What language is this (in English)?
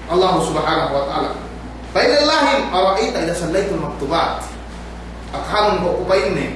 Yakan